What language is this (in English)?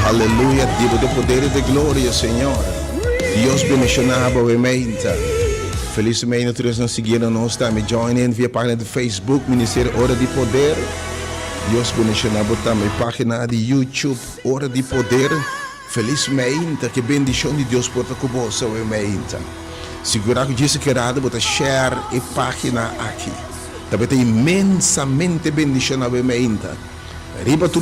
Papiamento